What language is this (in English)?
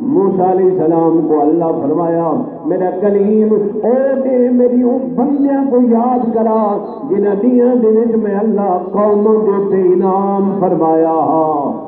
Saraiki